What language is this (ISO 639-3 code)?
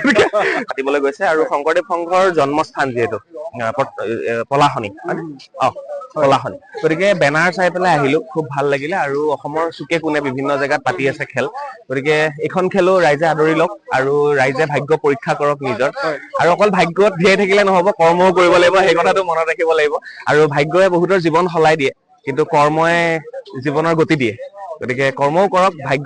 asm